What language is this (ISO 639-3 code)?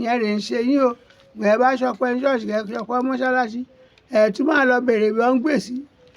yor